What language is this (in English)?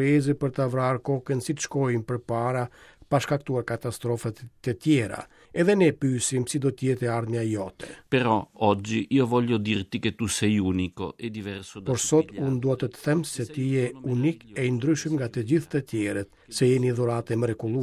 Albanian